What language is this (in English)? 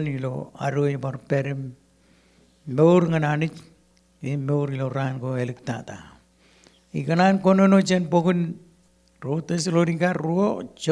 Marshallese